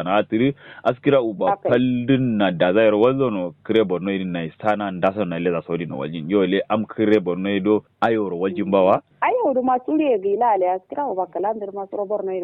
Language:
Kanuri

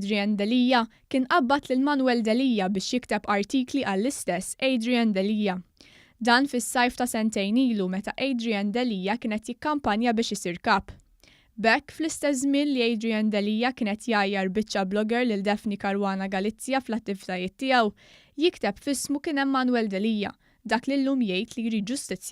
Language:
Maltese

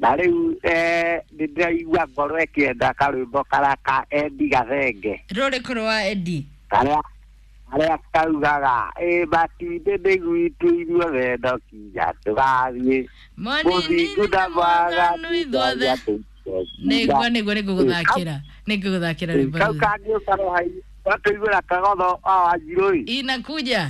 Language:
Kikuyu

